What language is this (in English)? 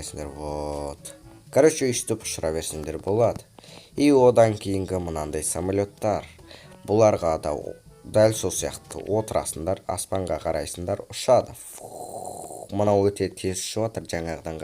Kazakh